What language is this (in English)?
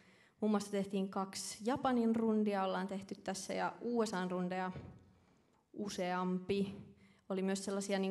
Finnish